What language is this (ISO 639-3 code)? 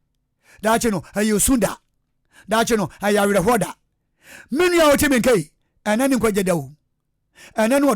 aka